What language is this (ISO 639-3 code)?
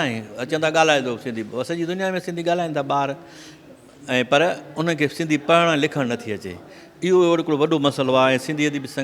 snd